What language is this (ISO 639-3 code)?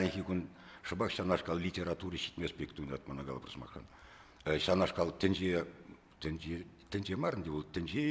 chv